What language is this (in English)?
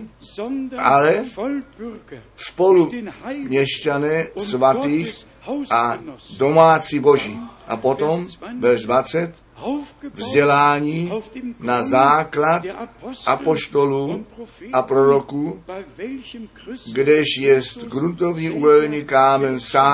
Czech